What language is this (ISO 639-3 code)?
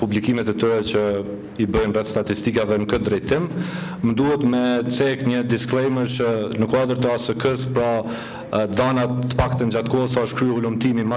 sqi